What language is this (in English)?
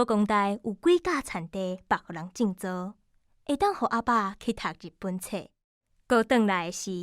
Min Nan Chinese